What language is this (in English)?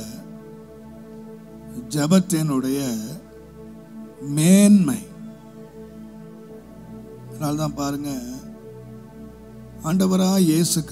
Tamil